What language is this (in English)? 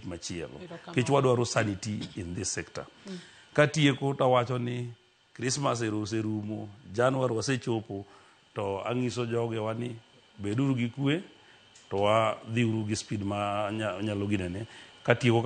Luo (Kenya and Tanzania)